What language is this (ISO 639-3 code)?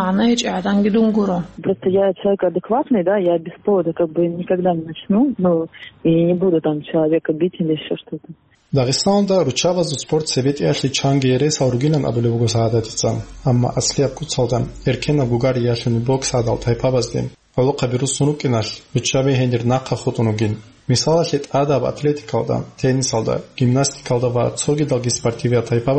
ava